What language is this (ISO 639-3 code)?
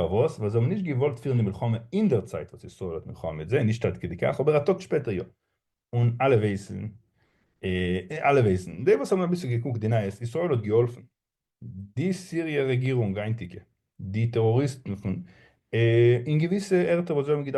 yid